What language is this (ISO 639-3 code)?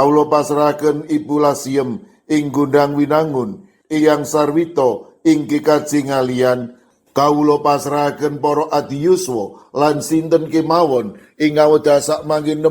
jav